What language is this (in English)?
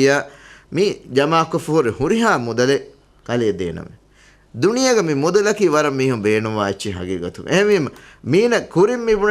Divehi